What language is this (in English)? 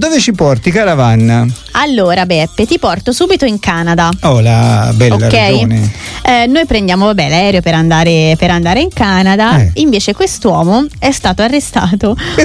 Italian